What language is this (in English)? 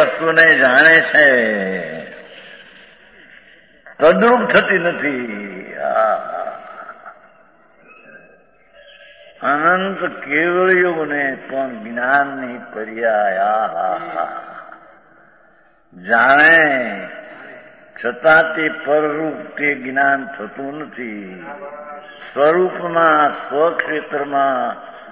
Gujarati